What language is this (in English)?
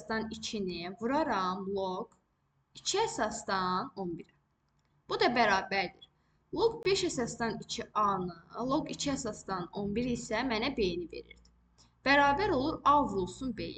Azerbaijani